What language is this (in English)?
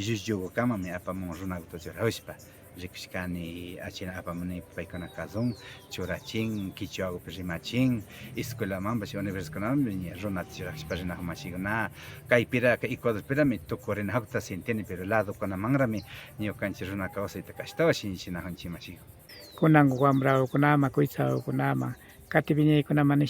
Imbabura Highland Quichua